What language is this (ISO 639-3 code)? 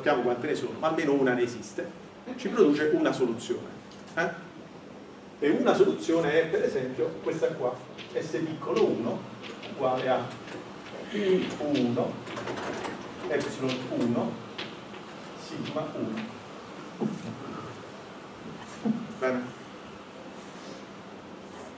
ita